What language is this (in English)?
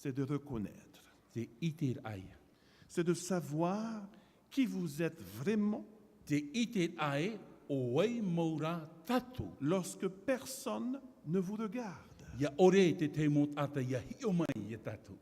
Tahitian